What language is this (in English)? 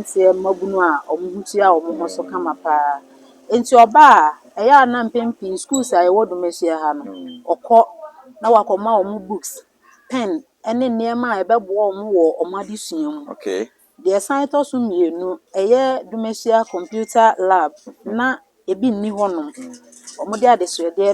Akan